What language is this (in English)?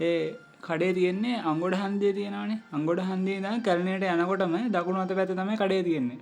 Sinhala